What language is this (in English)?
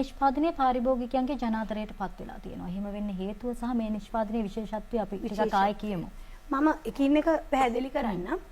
Sinhala